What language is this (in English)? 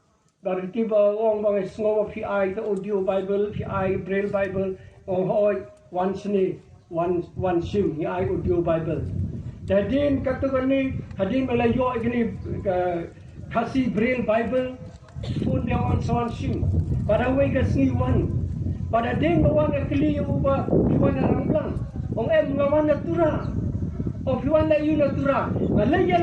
Khasi